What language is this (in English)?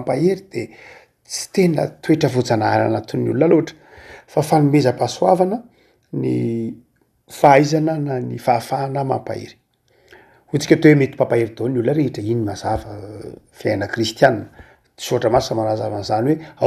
Malagasy